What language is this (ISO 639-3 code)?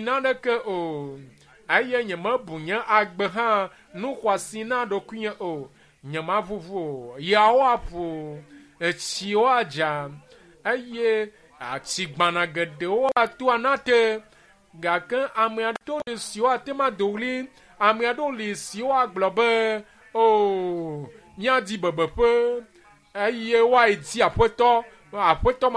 ewe